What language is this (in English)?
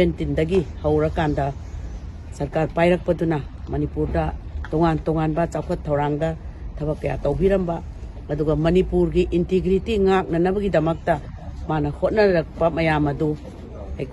Manipuri